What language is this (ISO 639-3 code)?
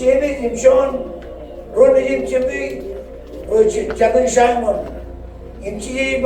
mah